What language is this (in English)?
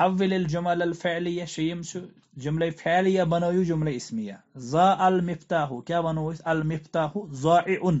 Kashmiri